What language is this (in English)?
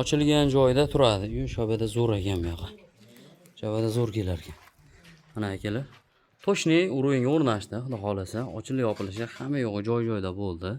Uzbek